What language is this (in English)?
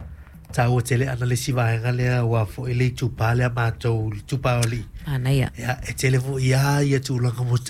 Samoan